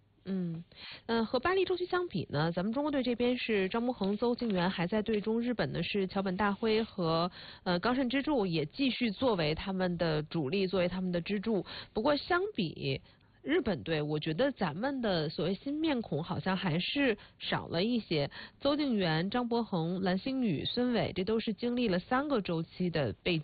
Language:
Chinese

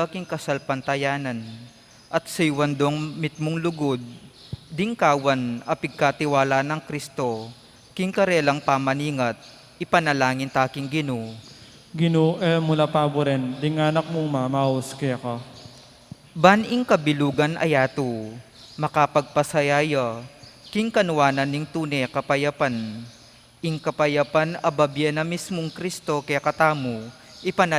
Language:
Pampanga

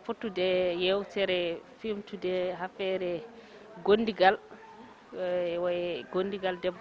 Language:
Fula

